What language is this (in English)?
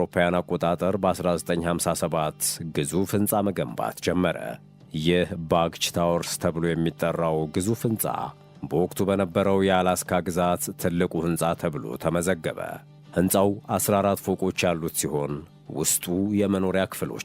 Amharic